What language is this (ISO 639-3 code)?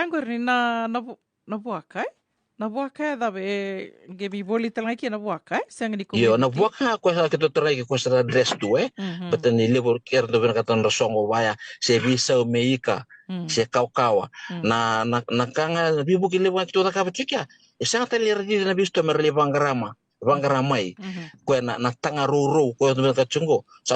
fij